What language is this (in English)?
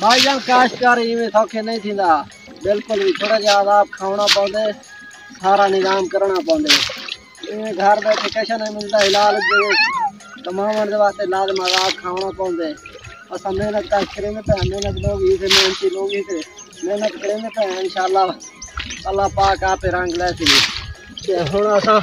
Saraiki